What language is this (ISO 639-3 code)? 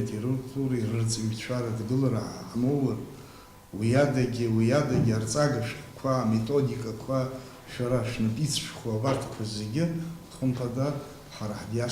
abk